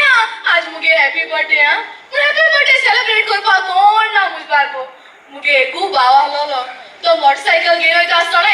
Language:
Konkani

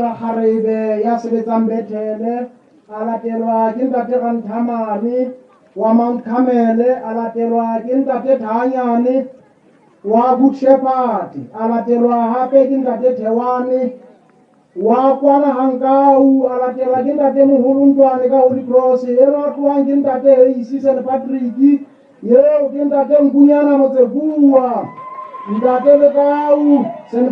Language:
Southern Sotho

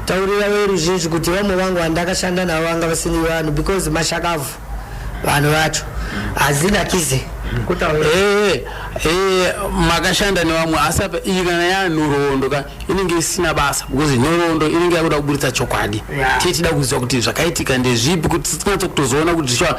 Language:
Shona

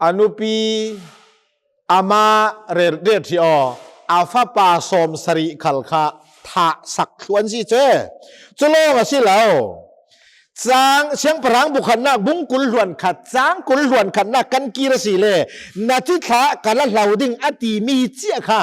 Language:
Hakha Chin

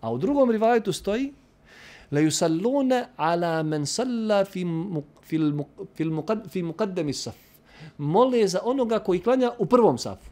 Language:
Bosnian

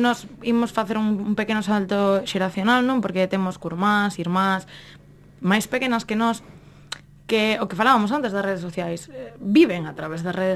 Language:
Galician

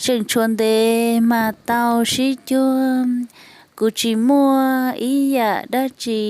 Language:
Hmong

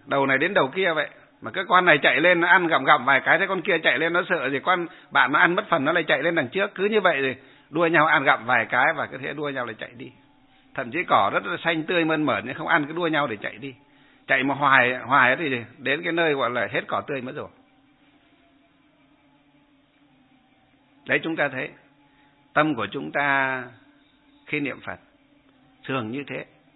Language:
Vietnamese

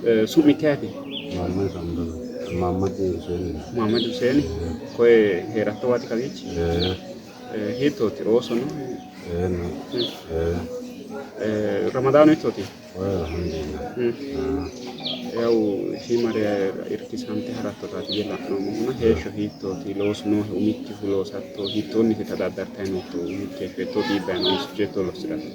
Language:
Sidamo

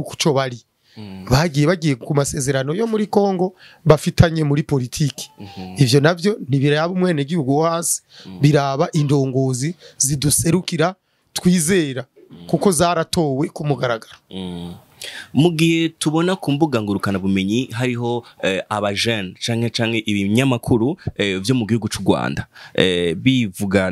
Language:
Rundi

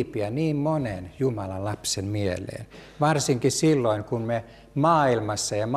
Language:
Finnish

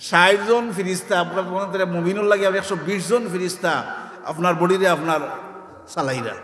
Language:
Sylheti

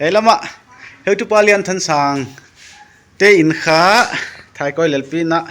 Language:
Paite Chin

